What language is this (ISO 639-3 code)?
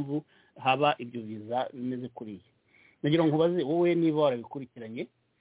kin